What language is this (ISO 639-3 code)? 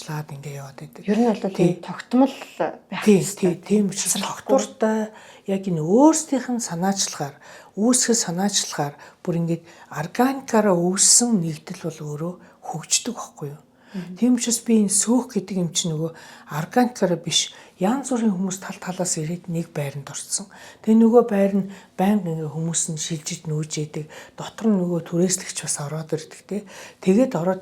mon